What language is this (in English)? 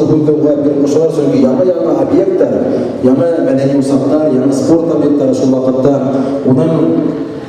Bashkir